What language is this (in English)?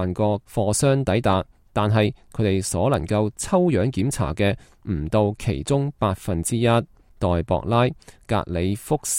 Cantonese